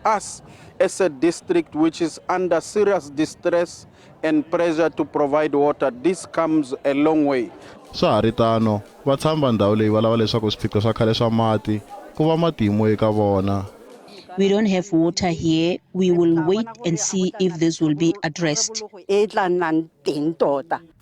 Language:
Tsonga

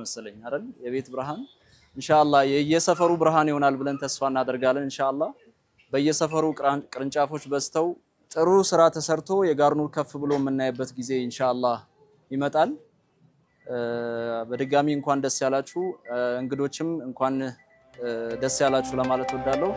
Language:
Amharic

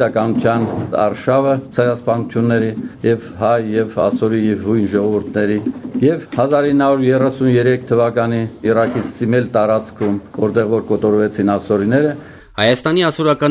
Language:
Armenian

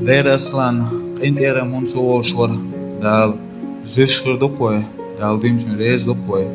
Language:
Chechen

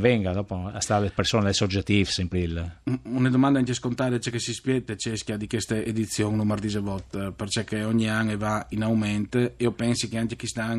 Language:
Friulian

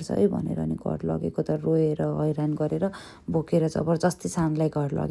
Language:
Nepali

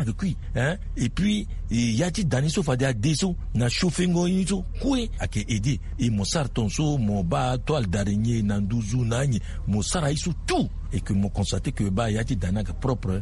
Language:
Sango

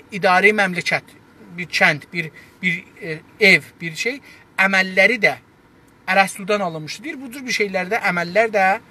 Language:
South Azerbaijani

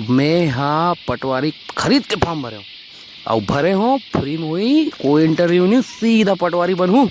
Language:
Chhattisgarhi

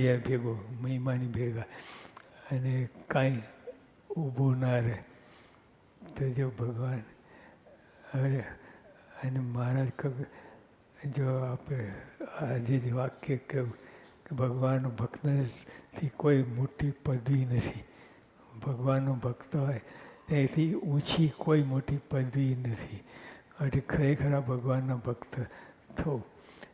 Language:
Gujarati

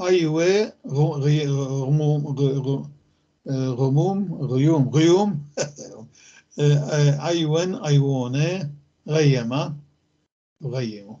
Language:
North Levantine Arabic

